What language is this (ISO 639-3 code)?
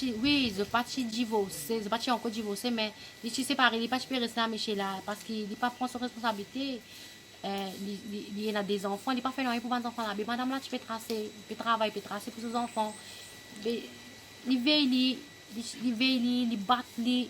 mfe